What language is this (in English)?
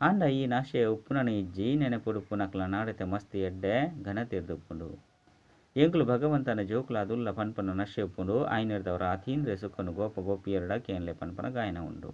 Tulu